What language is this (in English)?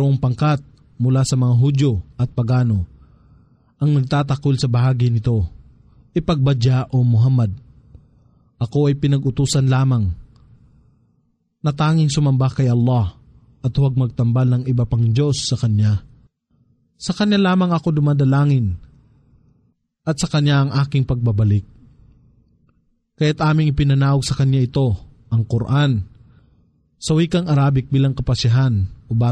Filipino